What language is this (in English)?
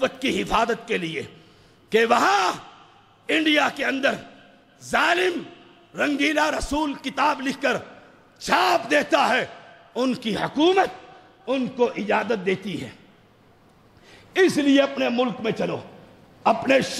Urdu